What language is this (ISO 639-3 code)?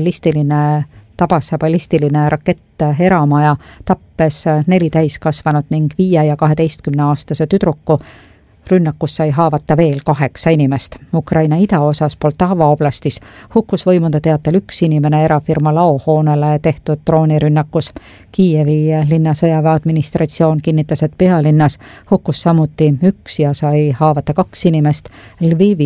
est